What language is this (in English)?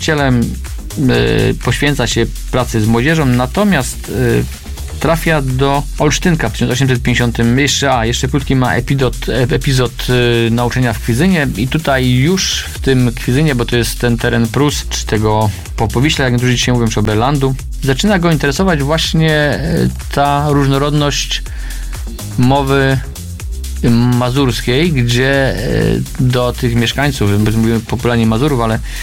Polish